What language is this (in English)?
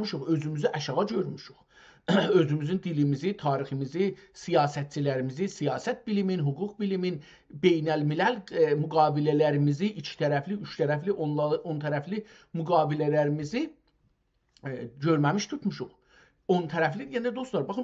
South Azerbaijani